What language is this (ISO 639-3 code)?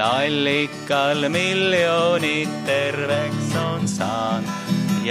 est